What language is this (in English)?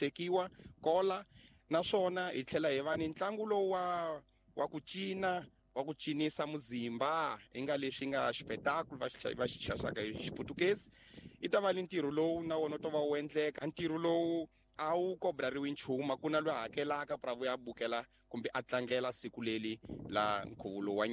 Tsonga